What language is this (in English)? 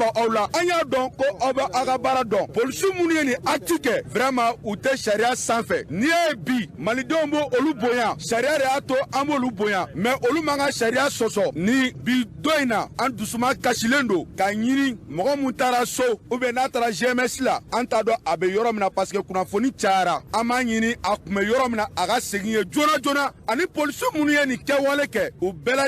Bambara